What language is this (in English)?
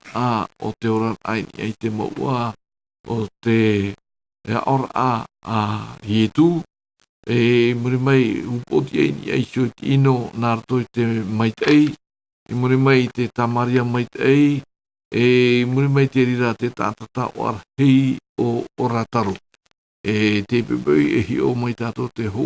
Tahitian